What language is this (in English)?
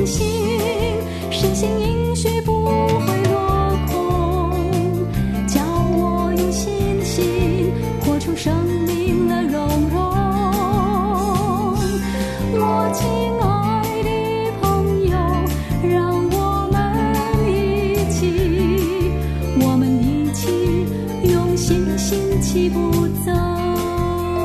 Chinese